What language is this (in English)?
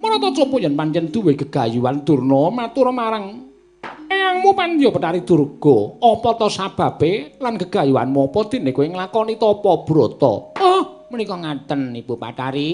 Javanese